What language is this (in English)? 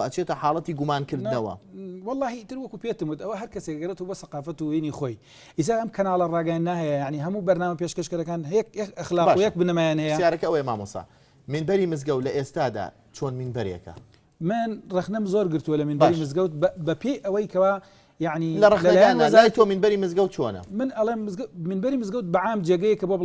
Central Kurdish